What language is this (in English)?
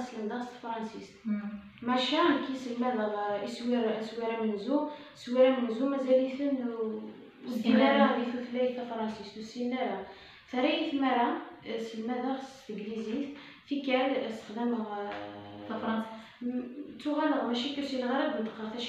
Kabyle